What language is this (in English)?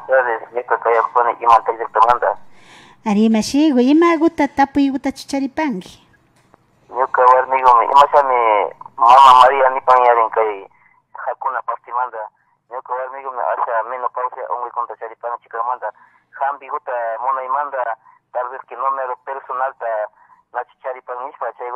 Imbabura Highland Quichua